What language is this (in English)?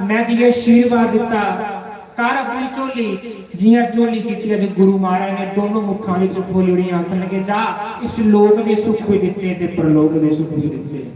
Dogri